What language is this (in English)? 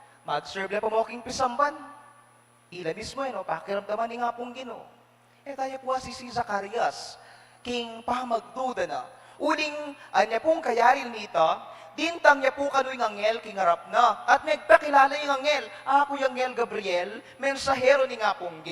Pampanga